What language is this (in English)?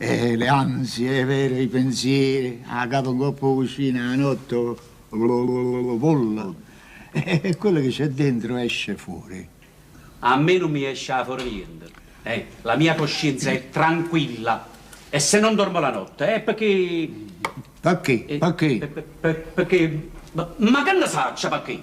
Neapolitan